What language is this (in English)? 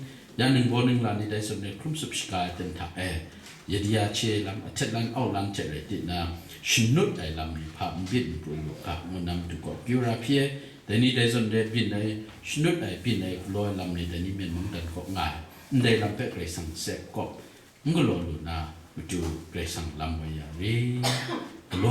Kachin